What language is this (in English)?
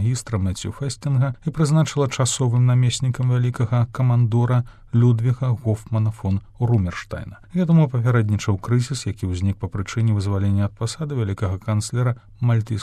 Belarusian